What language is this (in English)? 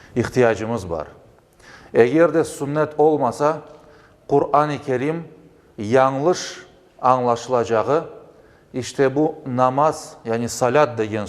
Crimean Tatar